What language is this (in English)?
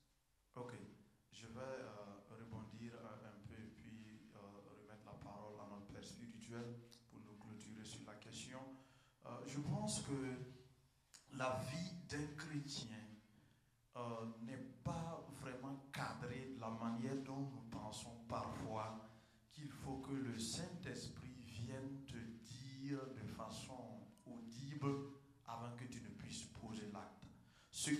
French